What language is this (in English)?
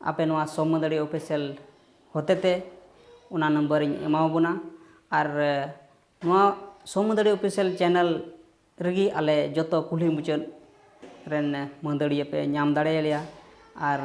Santali